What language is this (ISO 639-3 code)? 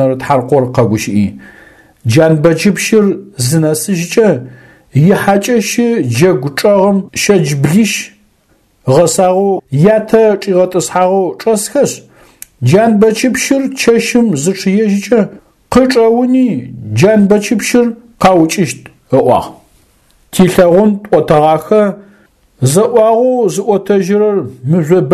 ady